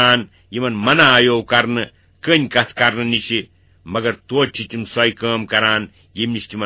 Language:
Kashmiri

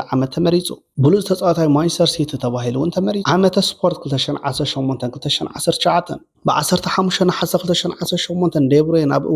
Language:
Tigrinya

